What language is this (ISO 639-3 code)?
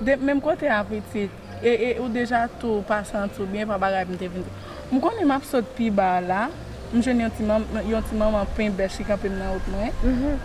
hat